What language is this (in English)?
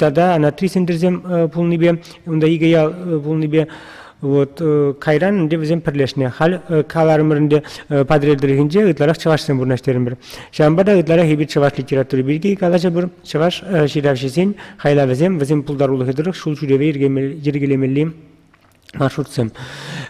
Chuvash